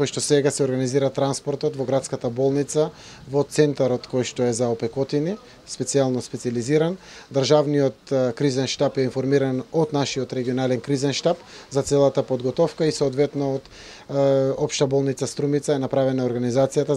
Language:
Macedonian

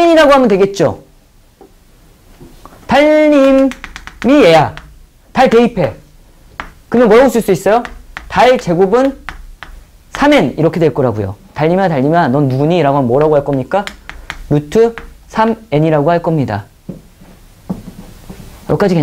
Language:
Korean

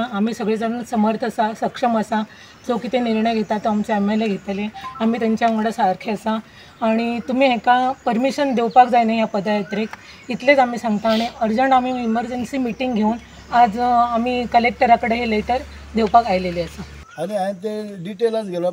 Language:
Konkani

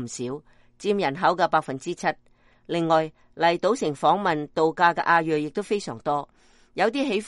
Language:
Cantonese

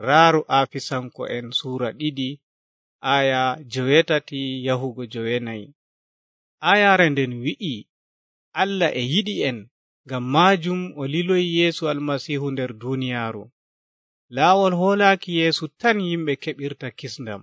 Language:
Nigerian Fulfulde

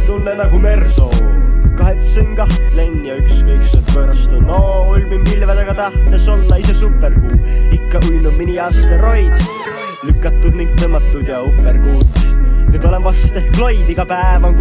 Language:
Estonian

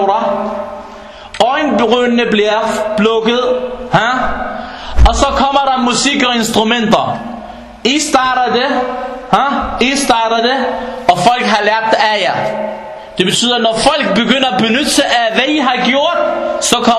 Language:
Danish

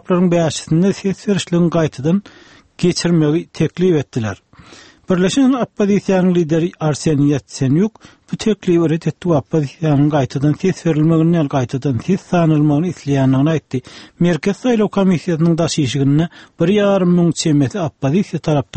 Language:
Turkmen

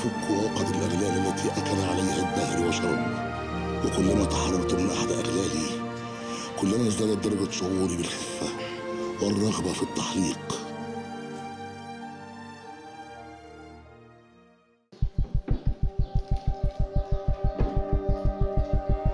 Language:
Arabic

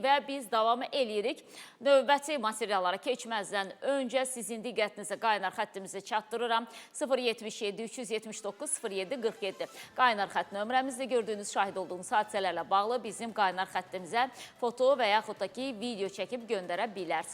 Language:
Azerbaijani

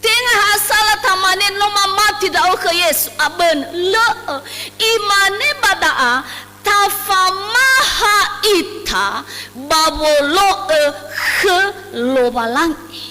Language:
Nias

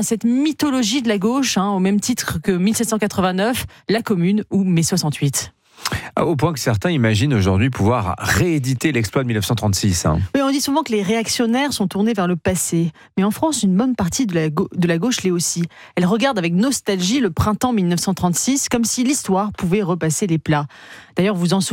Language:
French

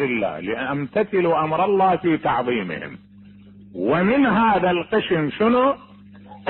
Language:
Mesopotamian Arabic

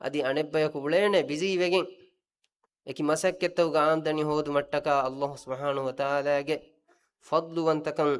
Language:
Divehi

